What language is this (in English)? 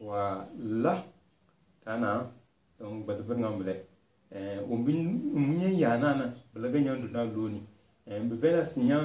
Tem